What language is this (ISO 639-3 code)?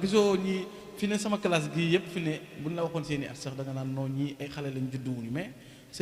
wol